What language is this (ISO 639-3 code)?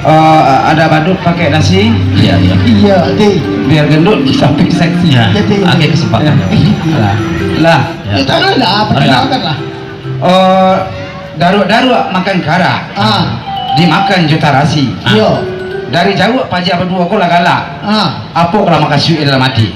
min